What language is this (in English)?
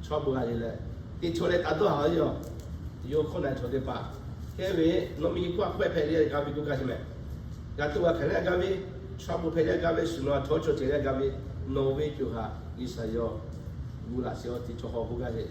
Lahu